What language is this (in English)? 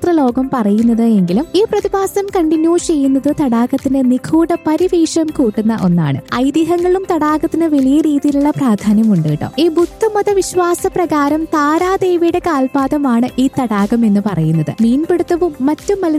Malayalam